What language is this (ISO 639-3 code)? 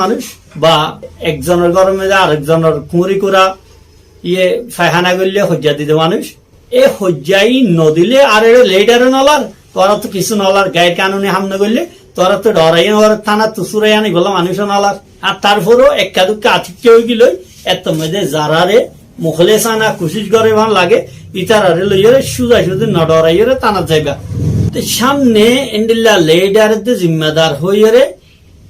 rhg